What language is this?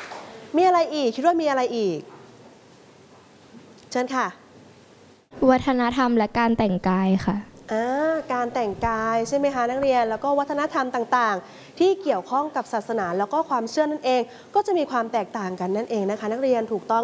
Thai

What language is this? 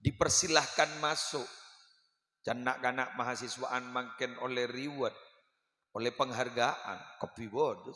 Madurese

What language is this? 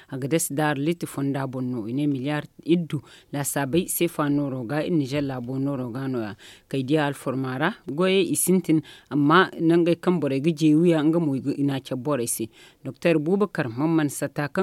Zarma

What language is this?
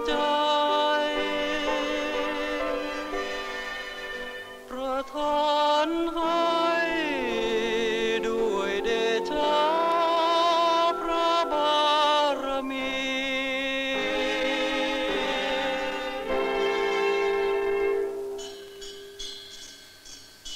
Thai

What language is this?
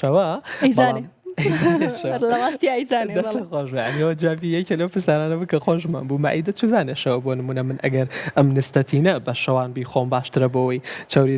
Central Kurdish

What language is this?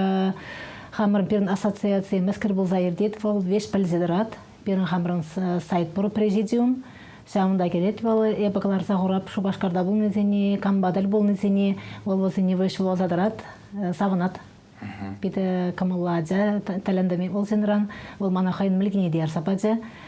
Chuvash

